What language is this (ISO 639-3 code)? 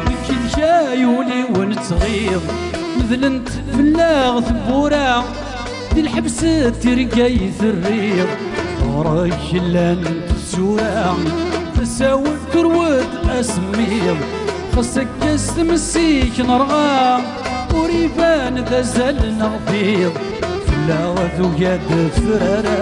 kab